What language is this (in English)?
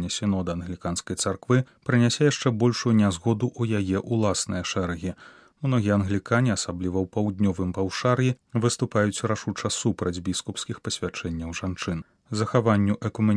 Belarusian